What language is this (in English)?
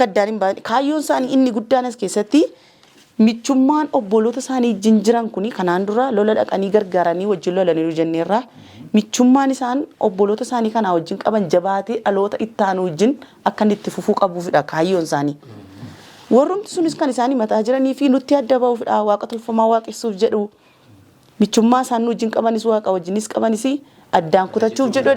Oromo